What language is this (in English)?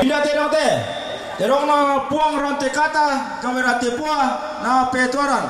Toraja-Sa'dan